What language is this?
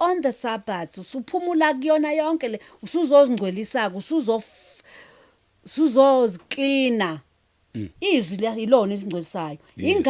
Zulu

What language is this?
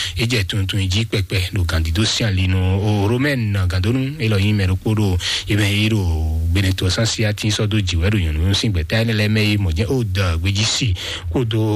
Fon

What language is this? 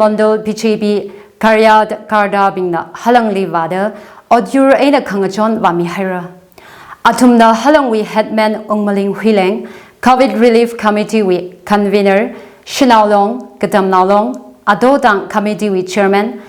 Tangkhul Naga (India)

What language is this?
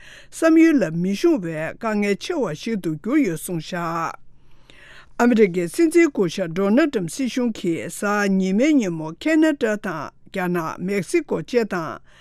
Tibetan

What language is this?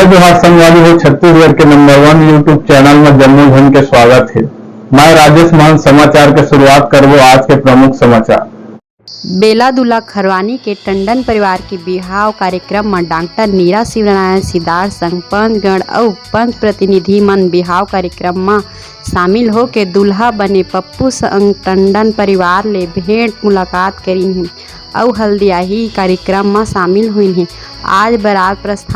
Chhattisgarhi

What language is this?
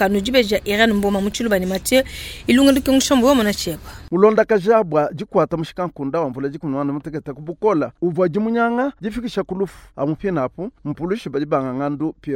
Luba-Lulua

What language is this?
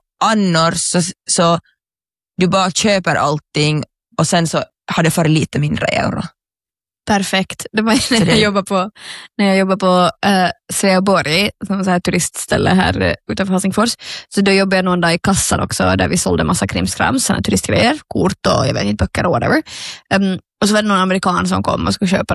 Swedish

